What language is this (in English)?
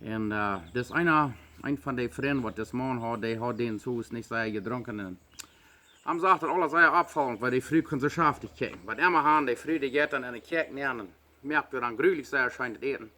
Plautdietsch